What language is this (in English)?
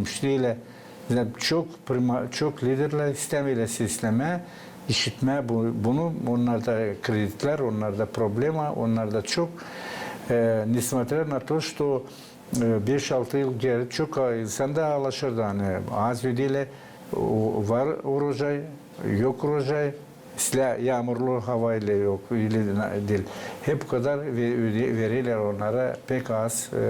Gagauz